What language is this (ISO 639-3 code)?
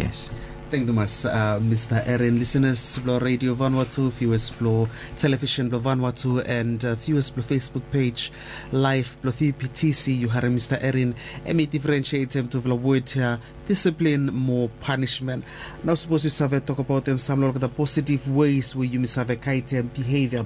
bis